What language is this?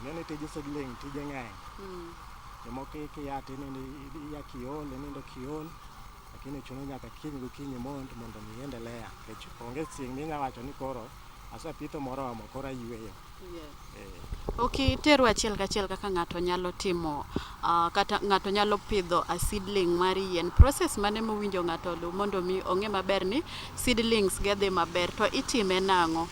Luo (Kenya and Tanzania)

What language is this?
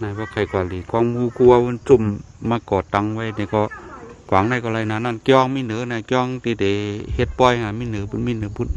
Shan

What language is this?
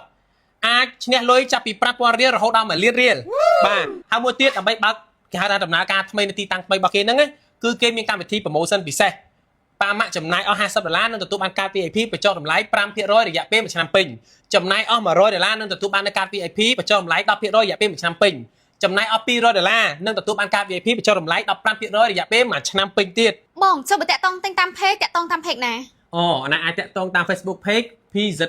Khmer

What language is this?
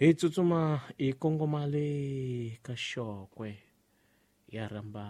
Tsonga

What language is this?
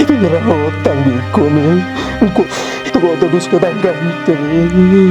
Madurese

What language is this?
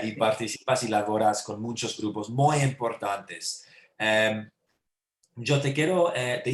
Ladino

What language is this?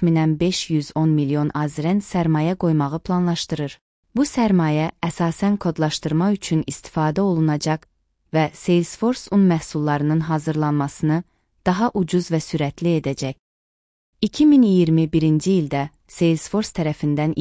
Azerbaijani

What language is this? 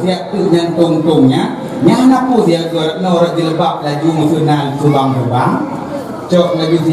Achinese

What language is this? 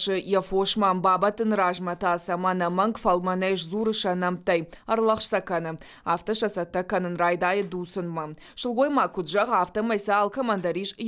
Ossetic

